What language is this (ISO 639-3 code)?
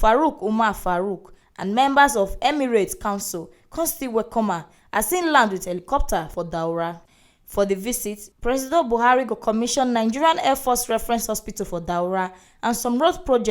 pcm